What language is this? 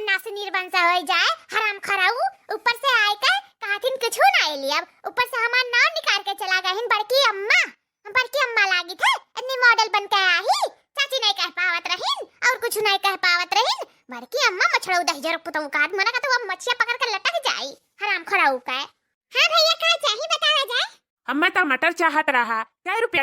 Awadhi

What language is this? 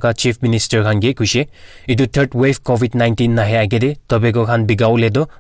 Naga Pidgin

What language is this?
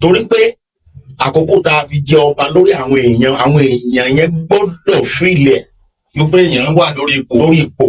Yoruba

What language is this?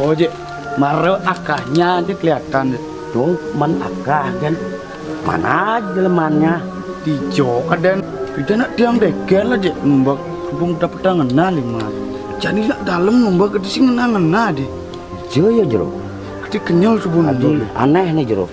Balinese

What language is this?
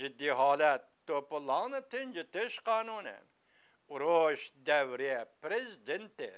Uyghur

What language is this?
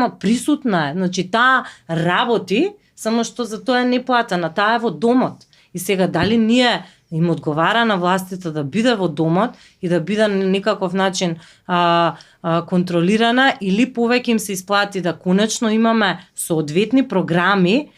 Macedonian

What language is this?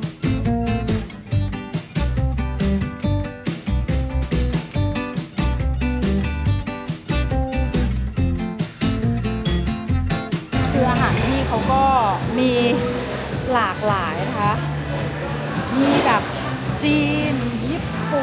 Thai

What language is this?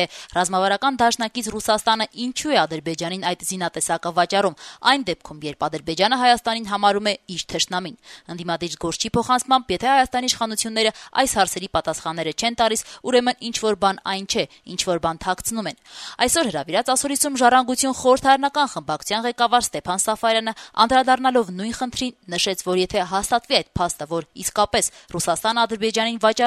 Armenian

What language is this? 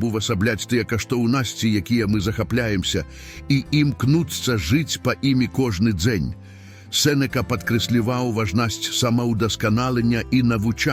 Belarusian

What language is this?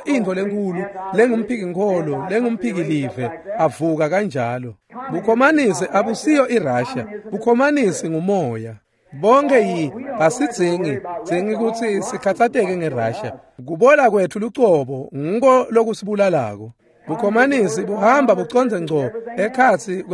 Swati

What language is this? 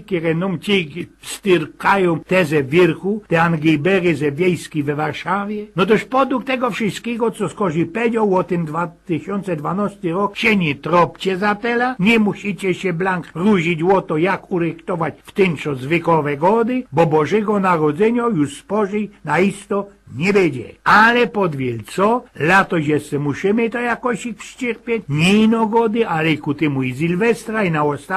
Silesian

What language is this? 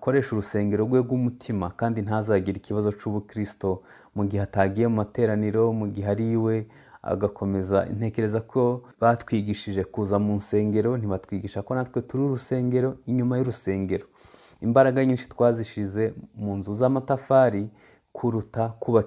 Kinyarwanda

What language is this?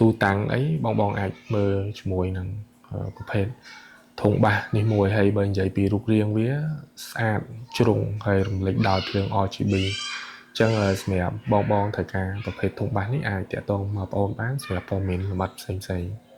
Khmer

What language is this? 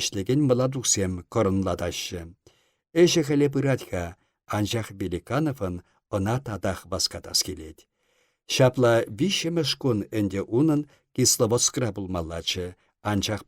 Chuvash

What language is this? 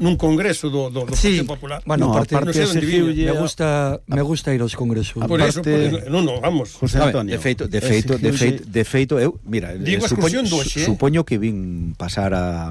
Galician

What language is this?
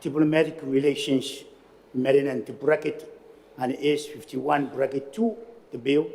Gilbertese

